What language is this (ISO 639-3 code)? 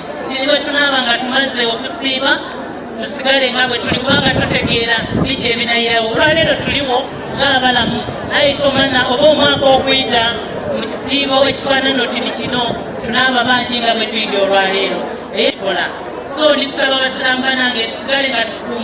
xog